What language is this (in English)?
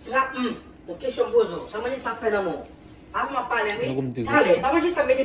Haitian Creole